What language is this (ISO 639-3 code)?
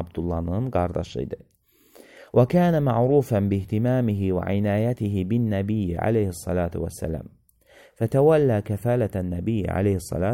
aze